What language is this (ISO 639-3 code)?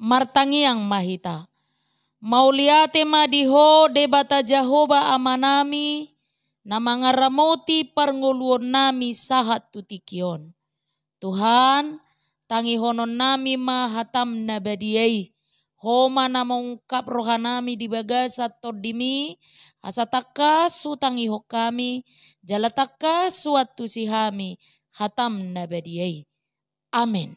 bbc